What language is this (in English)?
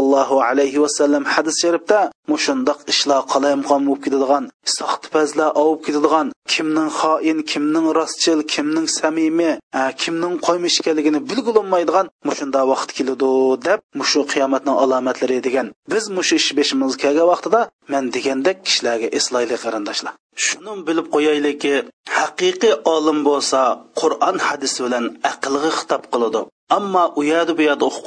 Uyghur